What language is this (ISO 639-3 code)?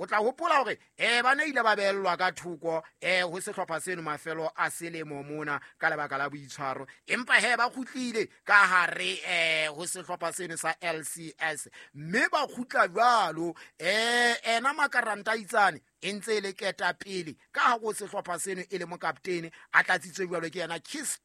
sot